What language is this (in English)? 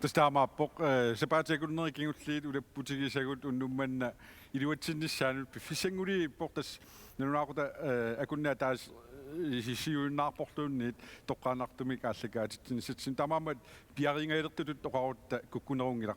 Kalaallisut